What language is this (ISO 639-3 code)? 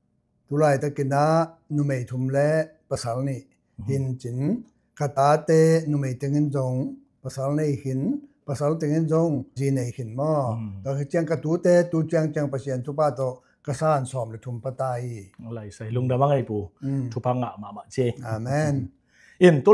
ctd